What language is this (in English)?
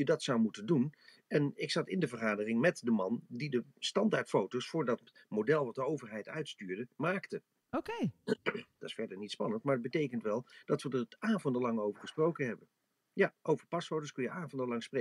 Dutch